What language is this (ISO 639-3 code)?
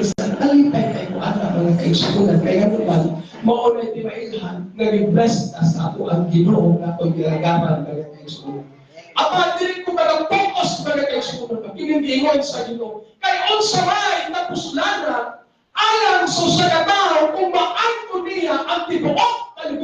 ceb